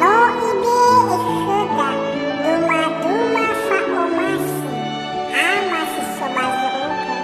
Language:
Nias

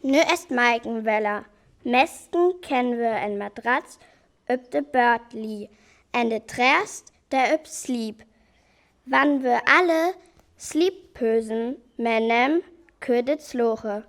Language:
Northern Frisian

